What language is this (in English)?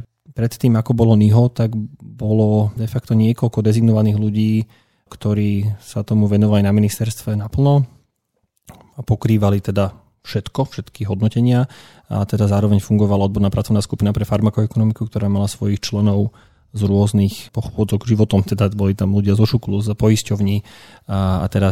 Slovak